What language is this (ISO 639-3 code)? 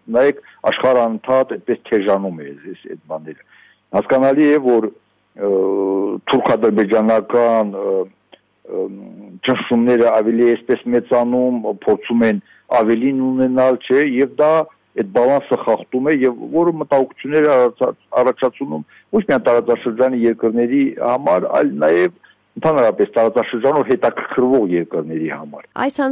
hye